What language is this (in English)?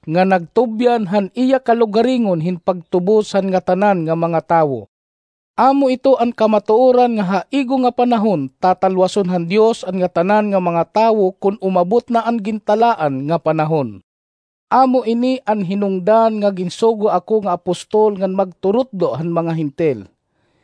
Waray